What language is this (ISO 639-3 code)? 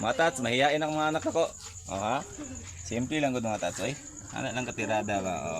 ceb